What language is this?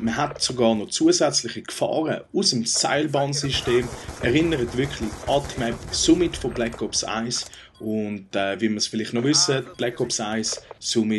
Swiss German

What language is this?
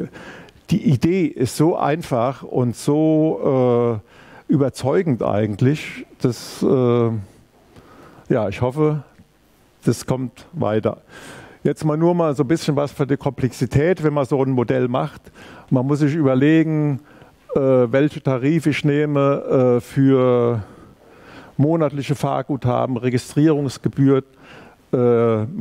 German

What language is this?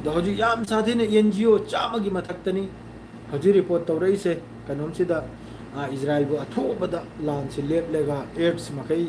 Manipuri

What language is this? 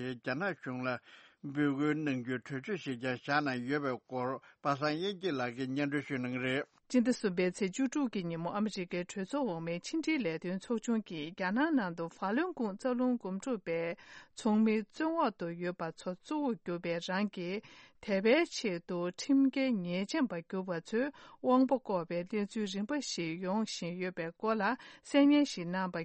Tibetan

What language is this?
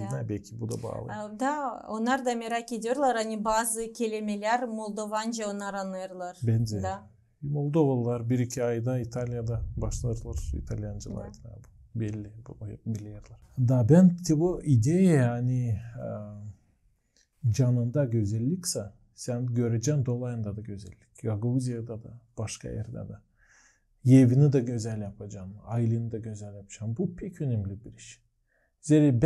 Gagauz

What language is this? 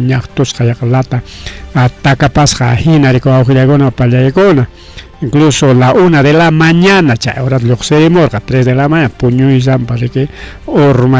Ayacucho Quechua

